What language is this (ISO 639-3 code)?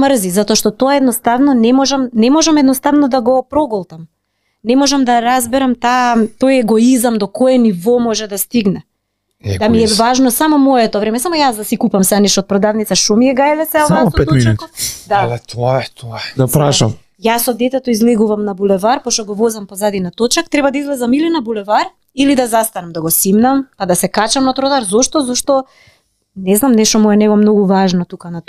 mkd